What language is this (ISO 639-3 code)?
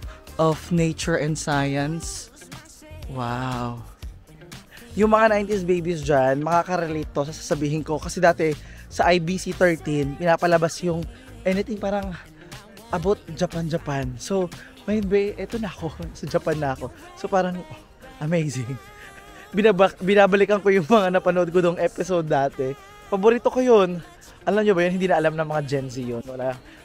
fil